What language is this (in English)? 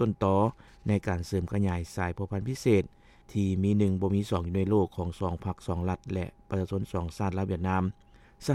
Lao